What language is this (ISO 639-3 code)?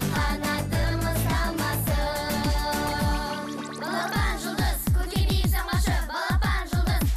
kaz